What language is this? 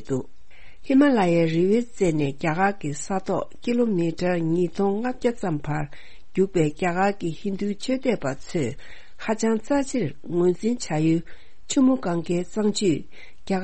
Tibetan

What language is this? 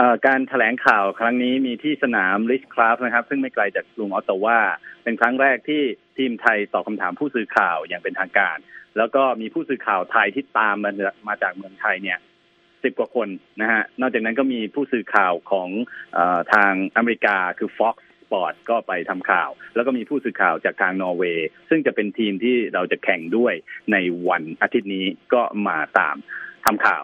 Thai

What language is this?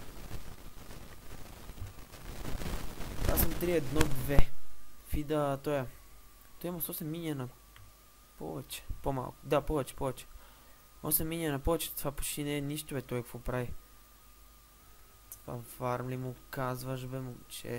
Bulgarian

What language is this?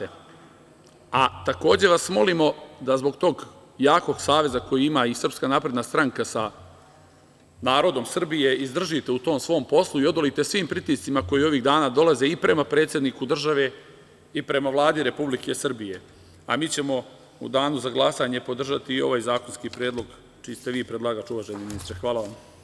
Serbian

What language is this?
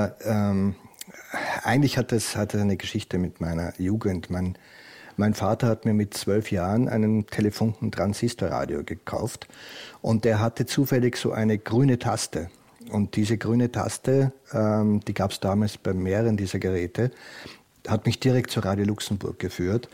German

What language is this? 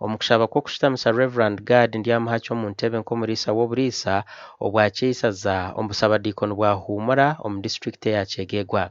Nyankole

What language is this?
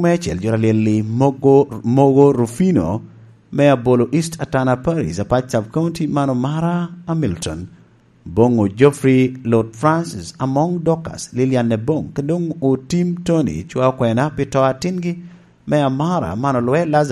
Lango (Uganda)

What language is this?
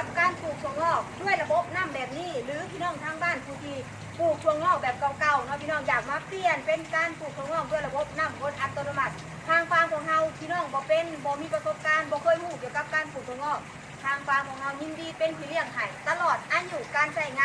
Northeastern Thai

